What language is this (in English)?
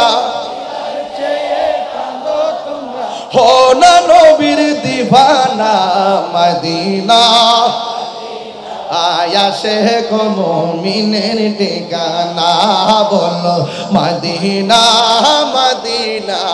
Bangla